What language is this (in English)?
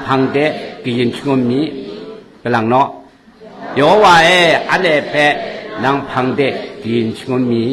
Kachin